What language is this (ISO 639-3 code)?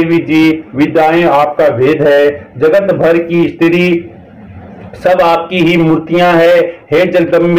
hin